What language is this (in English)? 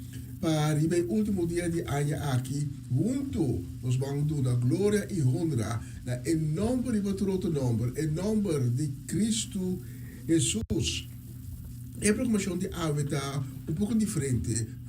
Papiamento